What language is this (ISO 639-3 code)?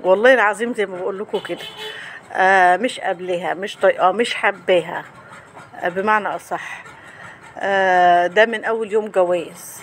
arz